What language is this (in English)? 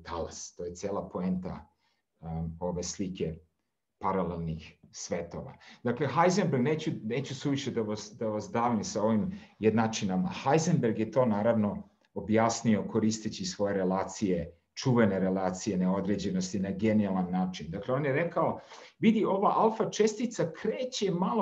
Serbian